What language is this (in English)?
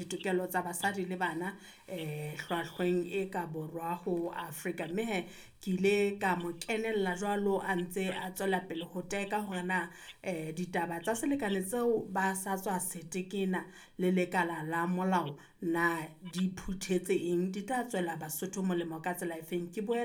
Southern Sotho